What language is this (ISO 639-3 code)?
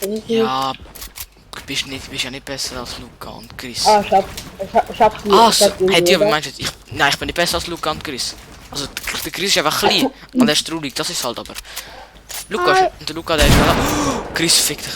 gsw